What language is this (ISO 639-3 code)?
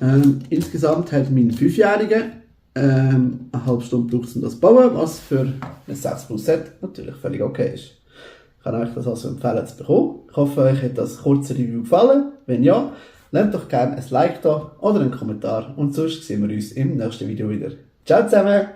gsw